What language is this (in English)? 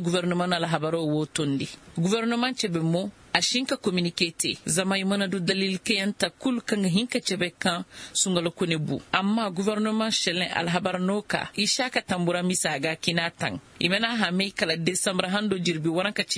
Koyraboro Senni